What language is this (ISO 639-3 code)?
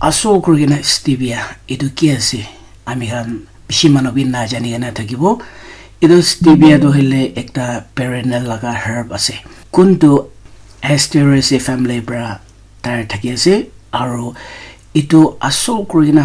nag